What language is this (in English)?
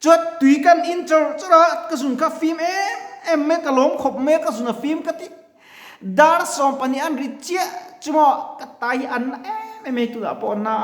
Mizo